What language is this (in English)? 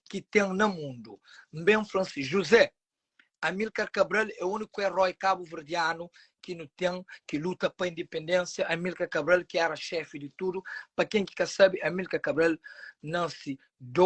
Kabuverdianu